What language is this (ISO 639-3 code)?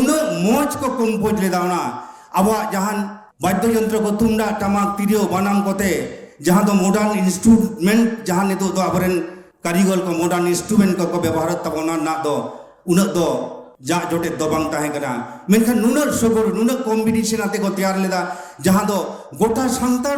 sat